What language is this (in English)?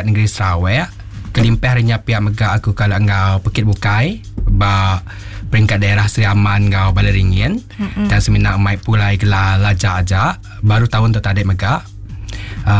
Iban